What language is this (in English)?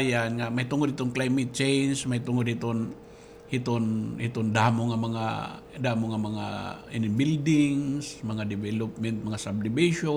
Waray